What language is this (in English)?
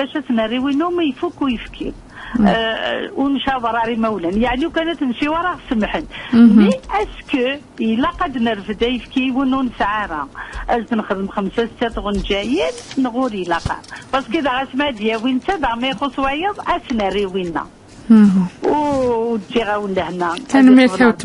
Kabyle